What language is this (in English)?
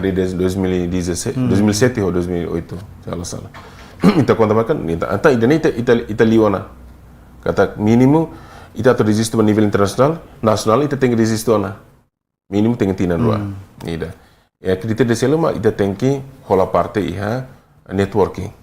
Tetum